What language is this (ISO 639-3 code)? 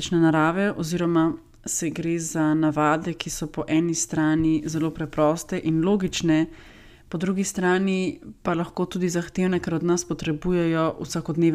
slv